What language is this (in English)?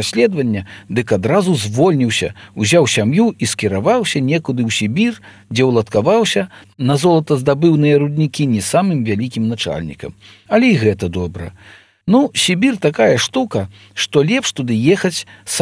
Belarusian